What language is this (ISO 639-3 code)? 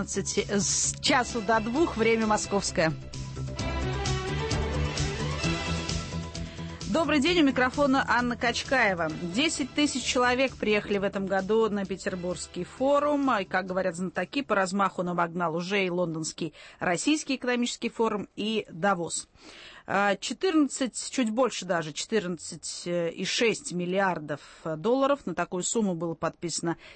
rus